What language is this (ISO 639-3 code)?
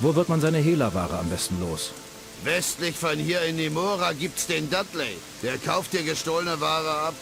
bar